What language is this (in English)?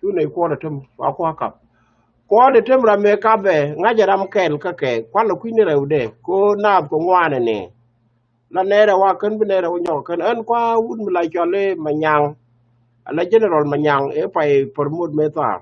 Nuer